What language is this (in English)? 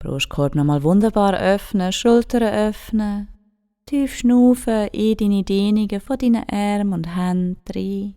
Swiss German